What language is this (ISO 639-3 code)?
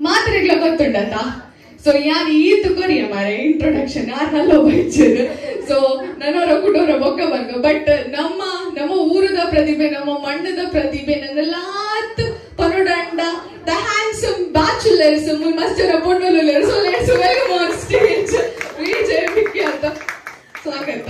tcy